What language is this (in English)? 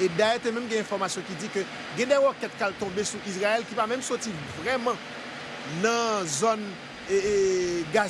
Haitian Creole